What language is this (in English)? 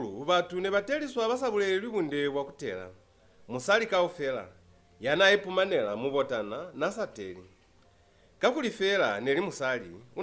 Lozi